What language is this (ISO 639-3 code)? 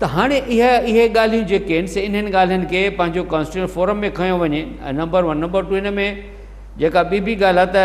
snd